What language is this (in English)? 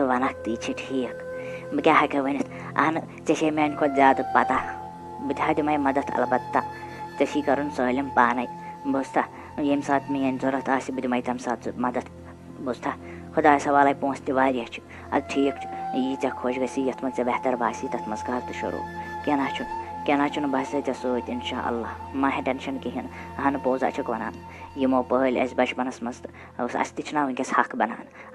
Kashmiri